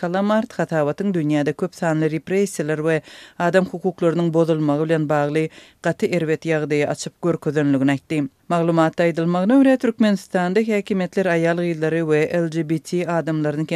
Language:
Turkmen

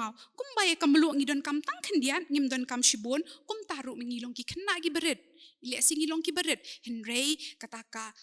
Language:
Khasi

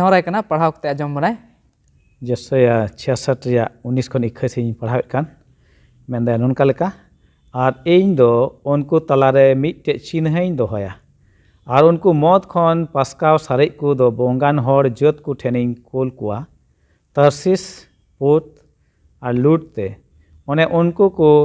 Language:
Santali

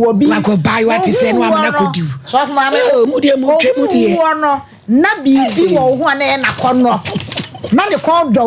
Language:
Akan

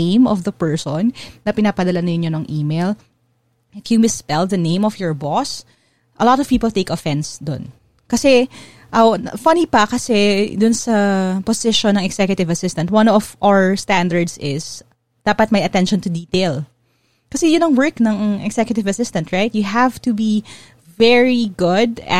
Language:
Filipino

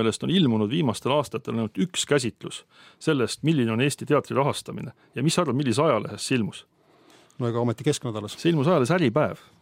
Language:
Estonian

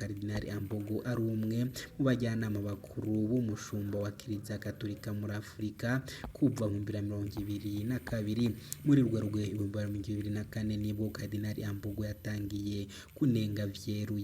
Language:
Rundi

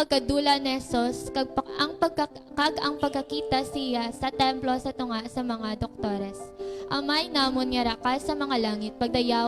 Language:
Hiligaynon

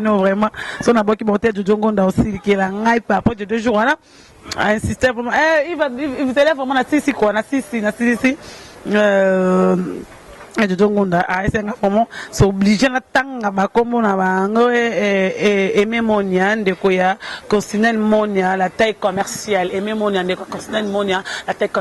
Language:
Lingala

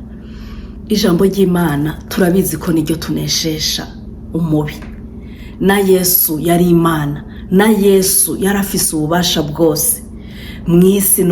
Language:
Rundi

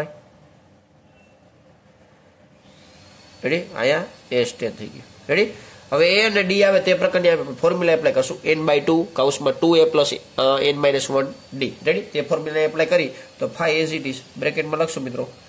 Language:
Gujarati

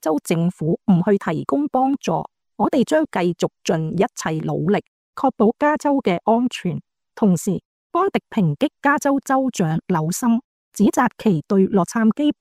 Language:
Cantonese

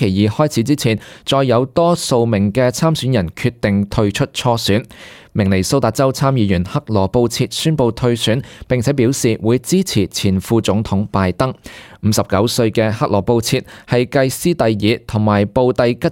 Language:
Cantonese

